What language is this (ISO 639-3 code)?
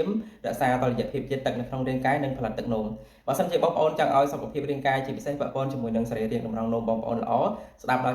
khm